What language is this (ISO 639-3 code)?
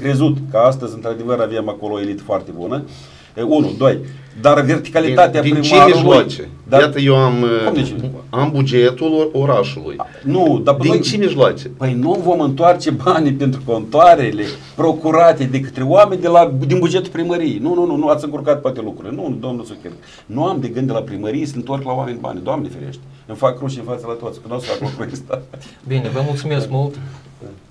ron